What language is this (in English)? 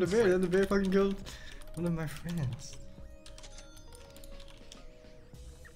English